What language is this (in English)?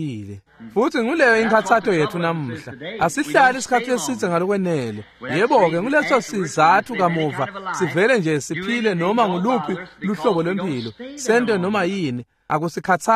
Swati